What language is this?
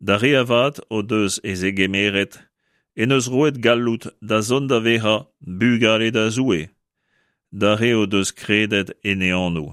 Breton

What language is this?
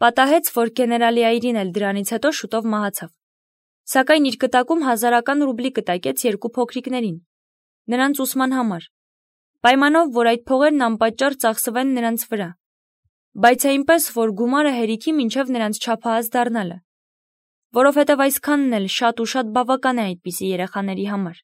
Armenian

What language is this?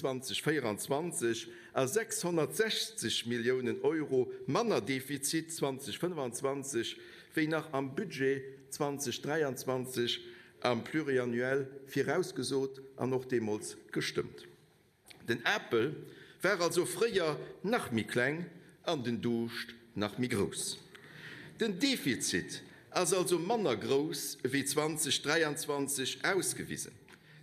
Luxembourgish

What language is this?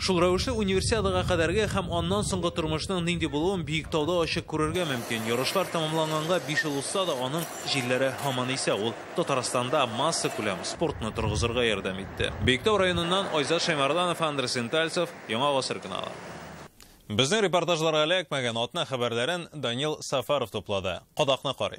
Tatar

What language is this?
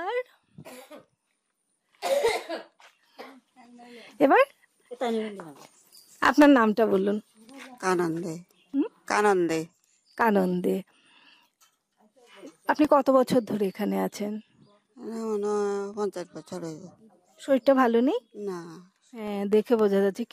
Bangla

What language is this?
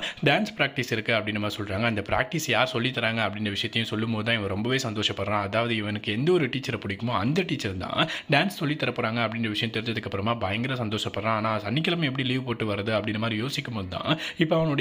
Tamil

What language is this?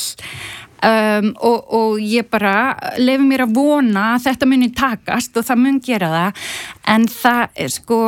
Icelandic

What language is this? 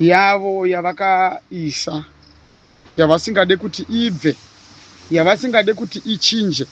Shona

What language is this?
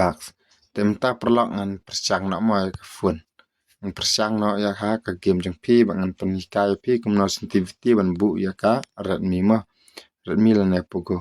Khasi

